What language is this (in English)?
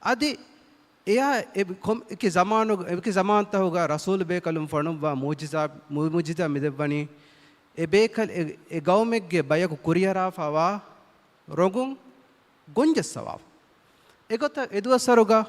Divehi